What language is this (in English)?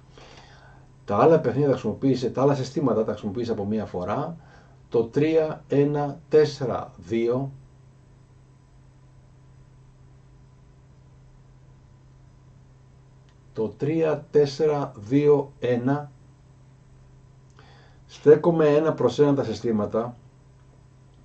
Greek